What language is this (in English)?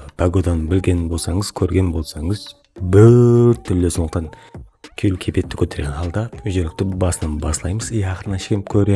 Kara-Kalpak